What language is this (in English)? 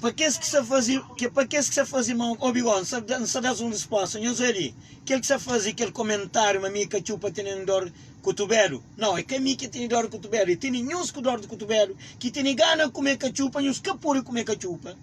Kabuverdianu